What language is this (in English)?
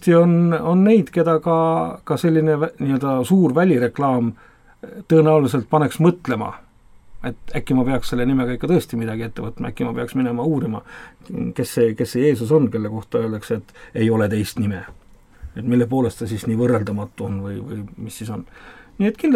Estonian